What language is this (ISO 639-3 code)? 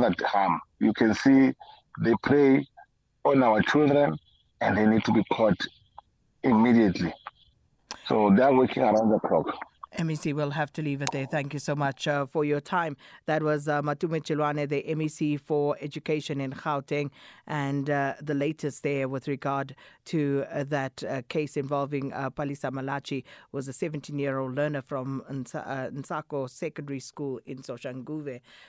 eng